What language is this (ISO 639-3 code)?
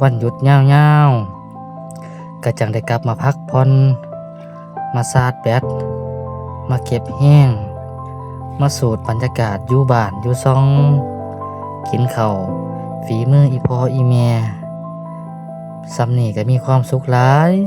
lao